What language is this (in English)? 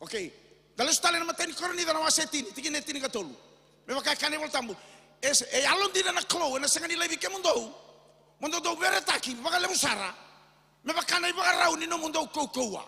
Fijian